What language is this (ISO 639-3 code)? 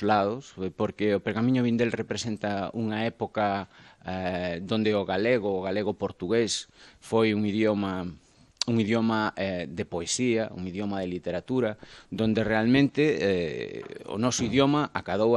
glg